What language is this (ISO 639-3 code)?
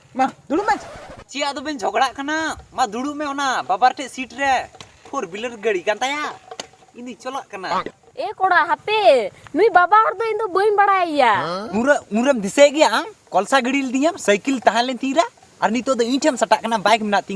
sat